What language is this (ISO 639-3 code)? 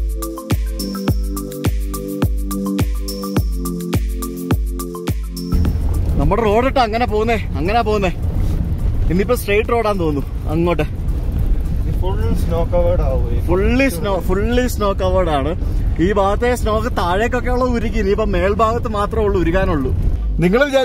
mal